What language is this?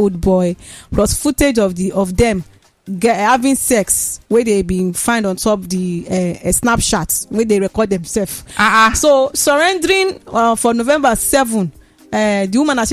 Nigerian Pidgin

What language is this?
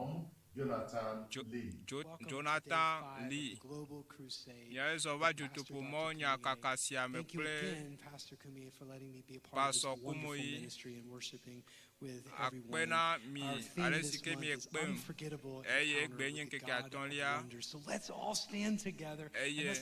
Ewe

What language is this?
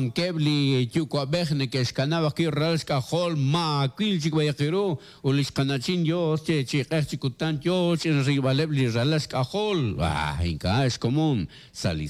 Kekchí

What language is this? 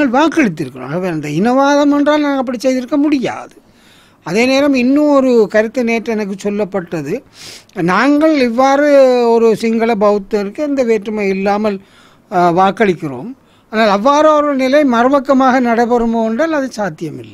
Tamil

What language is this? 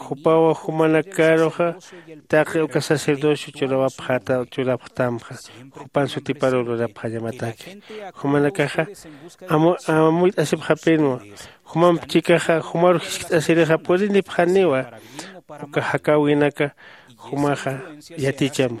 Aymara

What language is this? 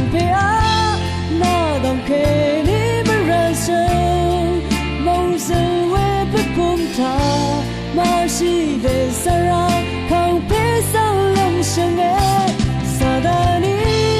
Rawang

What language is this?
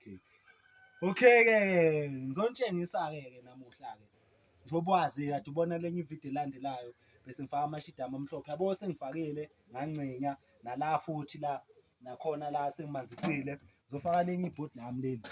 Zulu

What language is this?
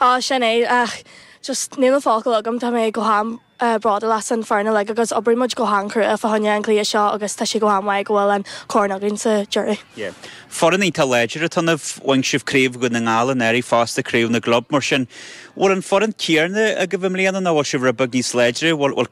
Irish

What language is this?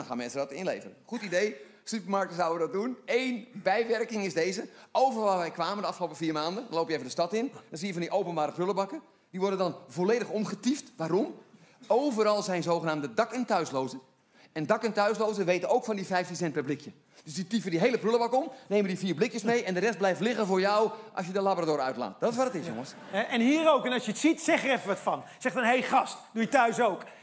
Dutch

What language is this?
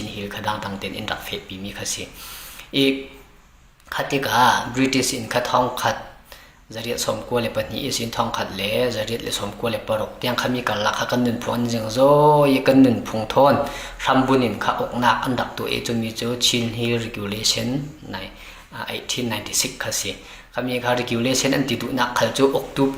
Falam Chin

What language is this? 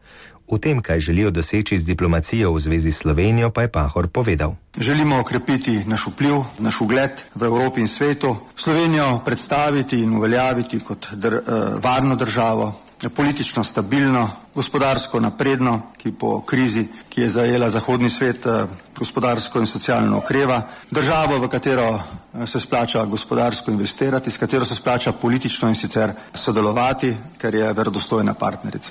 Slovenian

